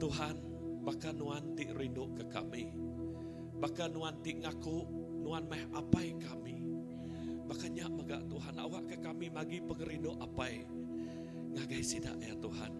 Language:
Iban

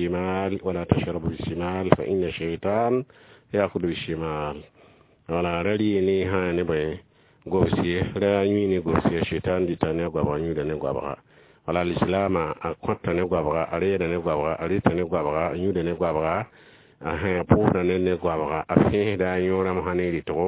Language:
Mossi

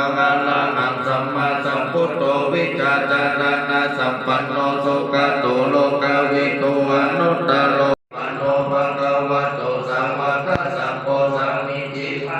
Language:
Pali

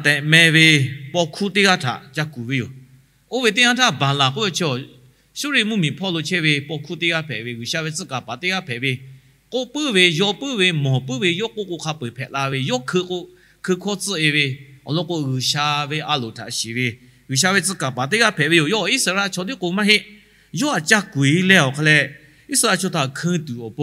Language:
Lahu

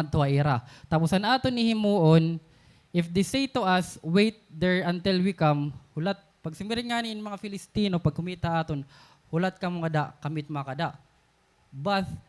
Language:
Waray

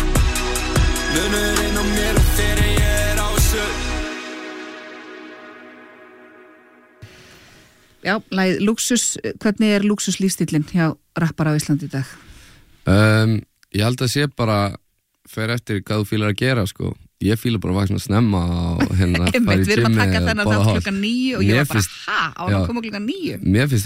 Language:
Icelandic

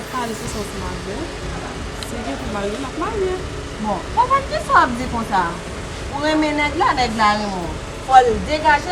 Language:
Haitian Creole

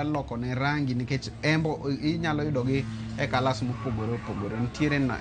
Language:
Luo (Kenya and Tanzania)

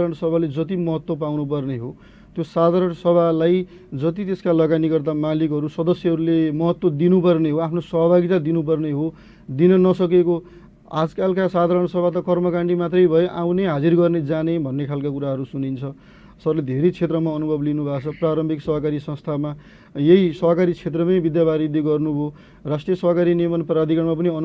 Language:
Nepali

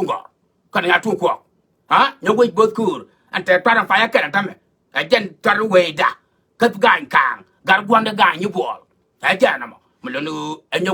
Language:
Nuer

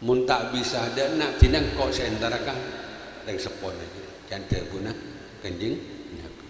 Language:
Madurese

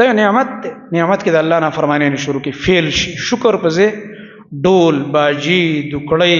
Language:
Pashto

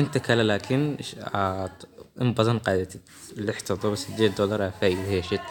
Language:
Somali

